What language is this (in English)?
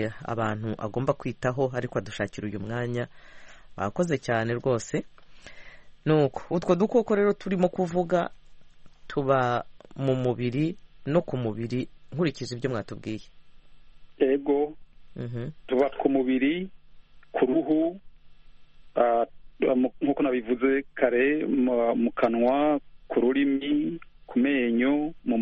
Kinyarwanda